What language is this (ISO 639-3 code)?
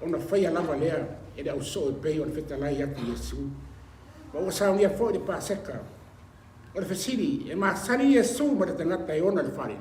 smo